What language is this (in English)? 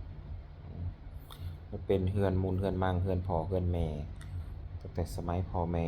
Northeastern Thai